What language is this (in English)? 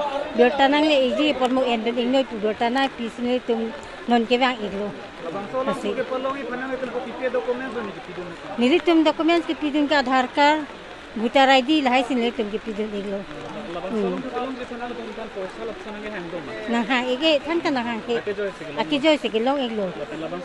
Karbi